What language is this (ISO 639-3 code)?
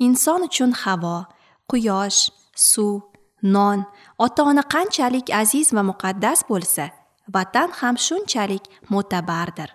uzb